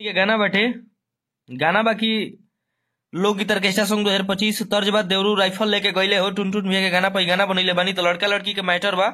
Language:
Bhojpuri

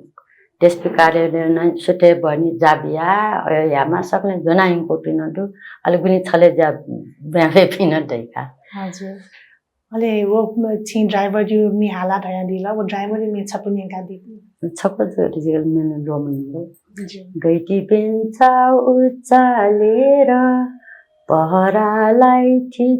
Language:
Newari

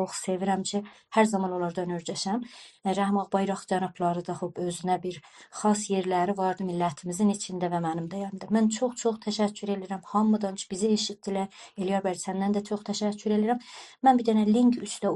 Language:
South Azerbaijani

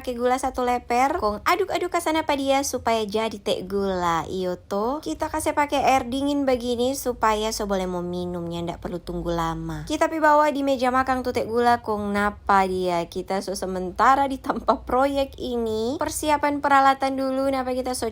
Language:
Manado Malay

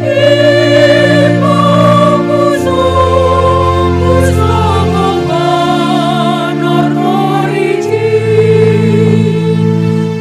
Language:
Batak Simalungun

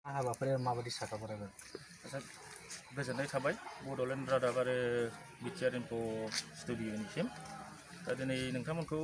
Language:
Bodo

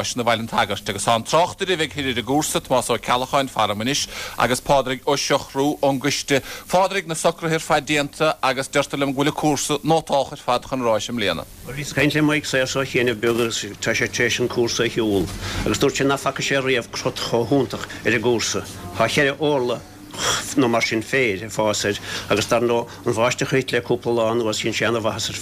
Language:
Irish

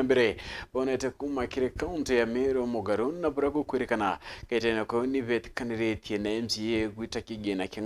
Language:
Meru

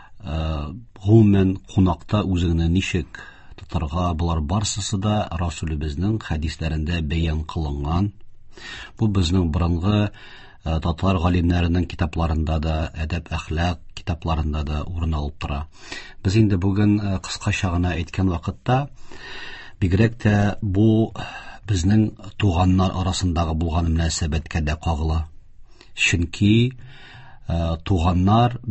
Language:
Tatar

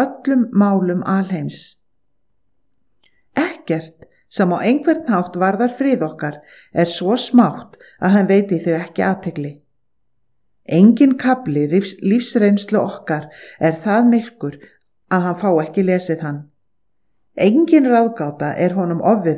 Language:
Icelandic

